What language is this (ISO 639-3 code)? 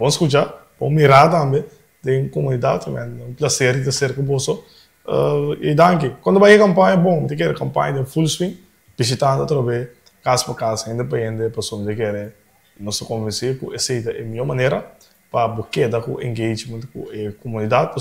pap